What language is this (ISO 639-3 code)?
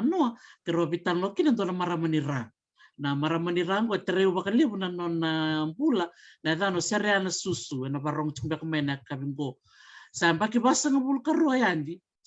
fij